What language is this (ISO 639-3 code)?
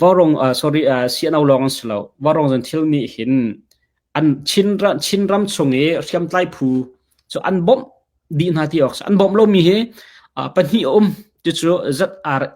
cnh